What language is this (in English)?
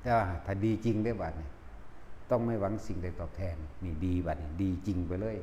Northeastern Thai